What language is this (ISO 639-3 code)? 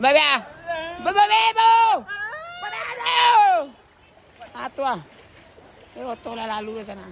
min